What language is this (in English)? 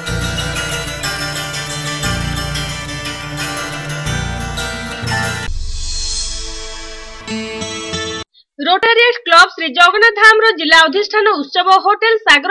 Odia